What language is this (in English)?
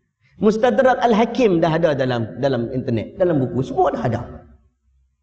Malay